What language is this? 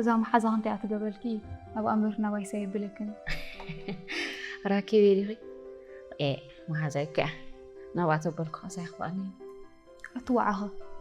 Tigrinya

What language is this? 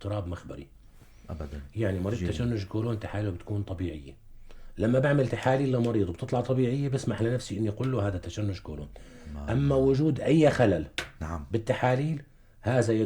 North Levantine Arabic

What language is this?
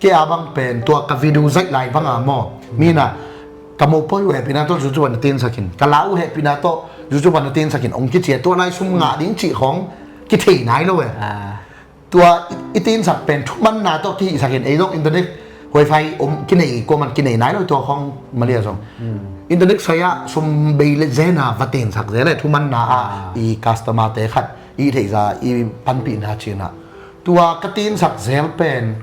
Tedim Chin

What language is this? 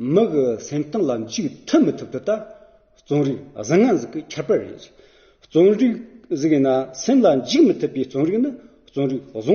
Amdo Tibetan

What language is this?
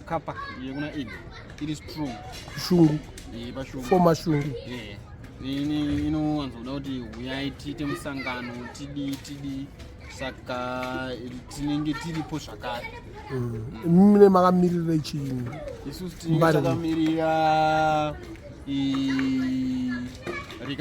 Shona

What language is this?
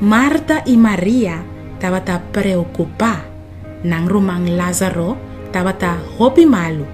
Papiamento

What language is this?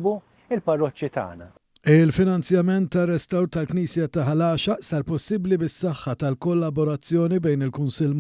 Maltese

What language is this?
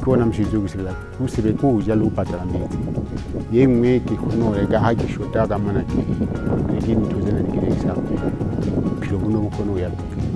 Southern Sotho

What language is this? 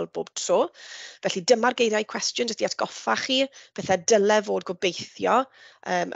Welsh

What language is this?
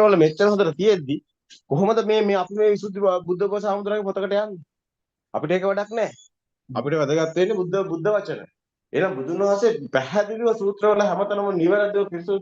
Sinhala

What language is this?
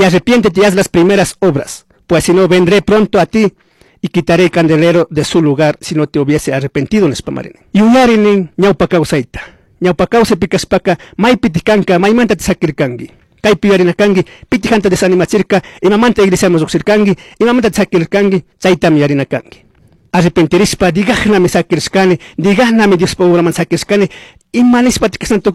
Chimborazo Highland Quichua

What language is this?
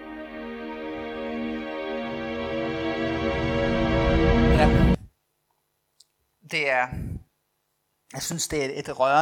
Danish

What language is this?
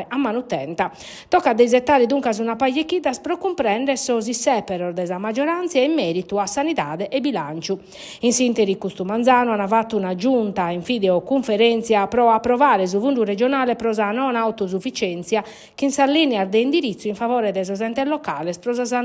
Sardinian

